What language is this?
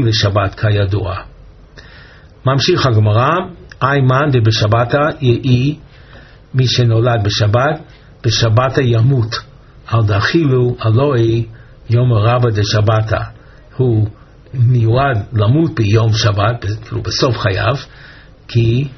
Hebrew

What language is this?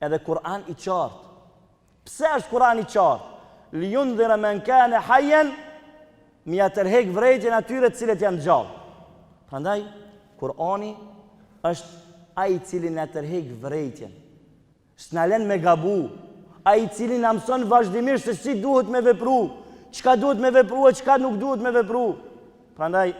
Albanian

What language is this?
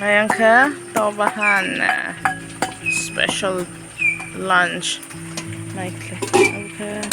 Kok Borok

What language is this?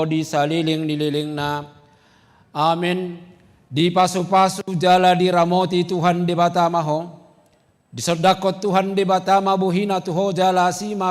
Batak Toba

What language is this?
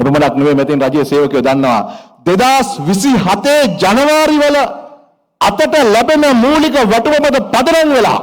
Sinhala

